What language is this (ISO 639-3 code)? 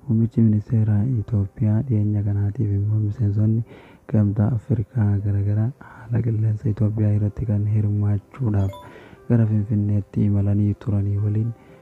orm